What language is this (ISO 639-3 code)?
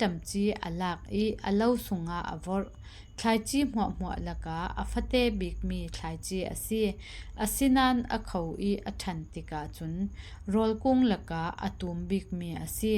cfm